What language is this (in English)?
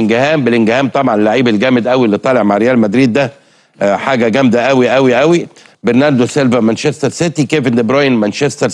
Egyptian Arabic